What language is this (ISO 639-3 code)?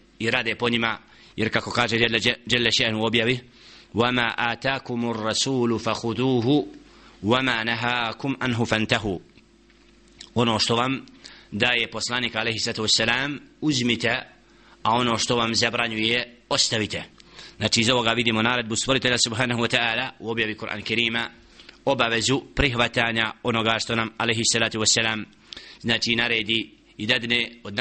bos